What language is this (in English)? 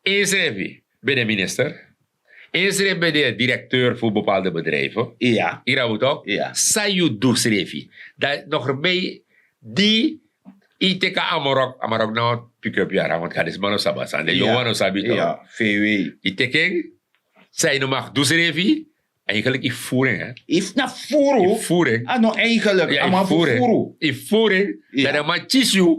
Sranan Tongo